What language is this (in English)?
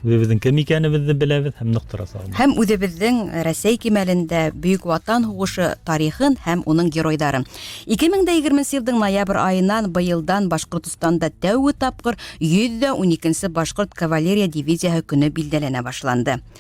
Bashkir